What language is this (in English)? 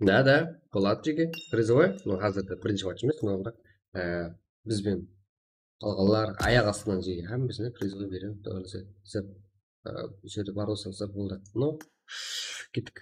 Kara-Kalpak